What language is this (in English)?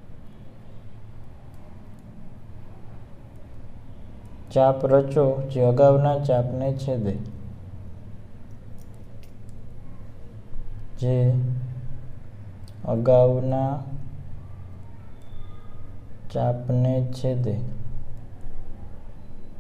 Gujarati